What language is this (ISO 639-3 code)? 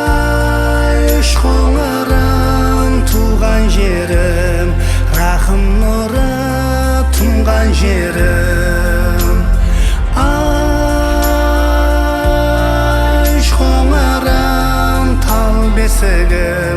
kaa